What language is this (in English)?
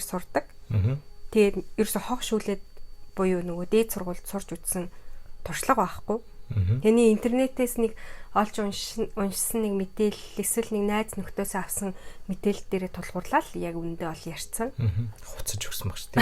Mongolian